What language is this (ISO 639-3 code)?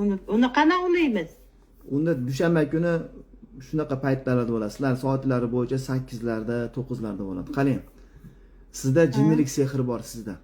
uzb